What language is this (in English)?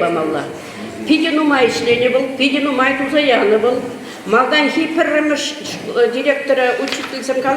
Chuvash